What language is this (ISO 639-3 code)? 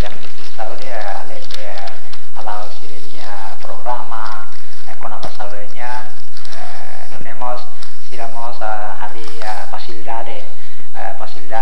tet